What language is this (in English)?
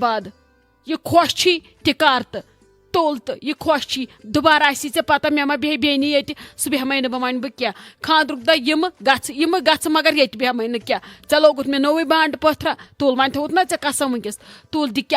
Kashmiri